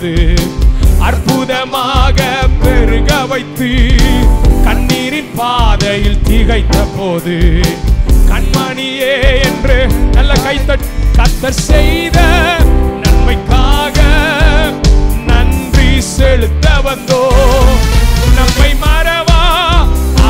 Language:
Tamil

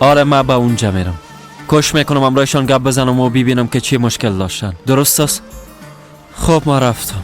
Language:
Persian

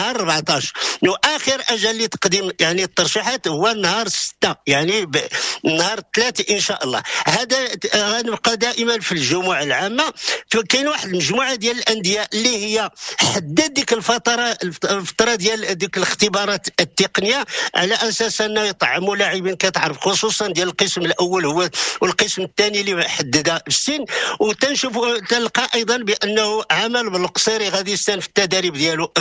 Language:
Moroccan Arabic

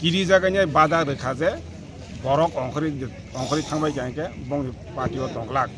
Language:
Kok Borok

